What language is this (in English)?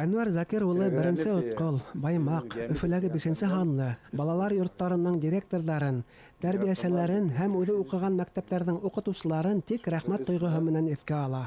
Bashkir